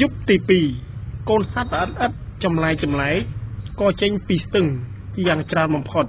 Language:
Khmer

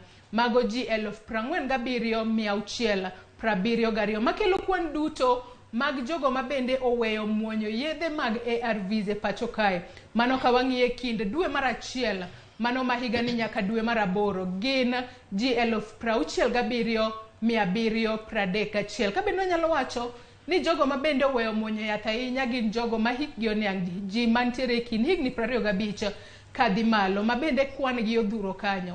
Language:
Luo (Kenya and Tanzania)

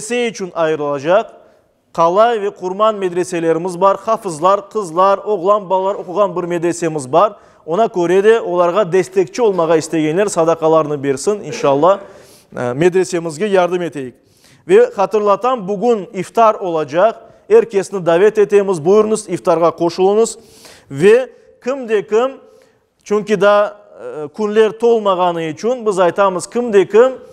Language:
Crimean Tatar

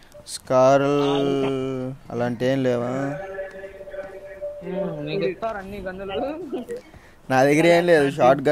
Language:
Telugu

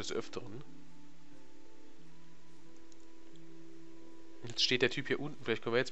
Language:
German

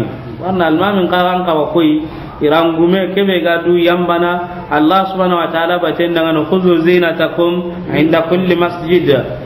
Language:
Soninke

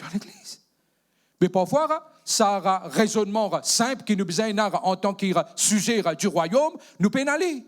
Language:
Morisyen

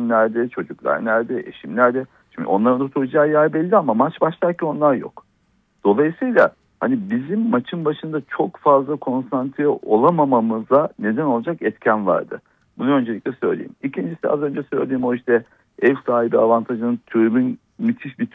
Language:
Turkish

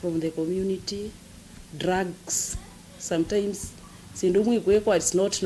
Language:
Kamba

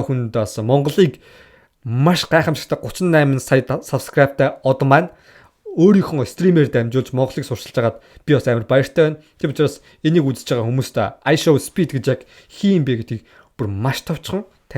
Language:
Mongolian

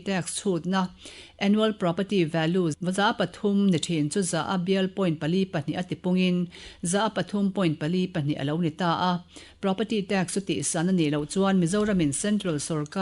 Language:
Mizo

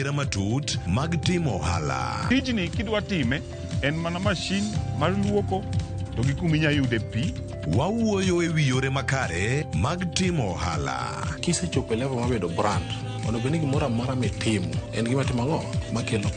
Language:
Luo (Kenya and Tanzania)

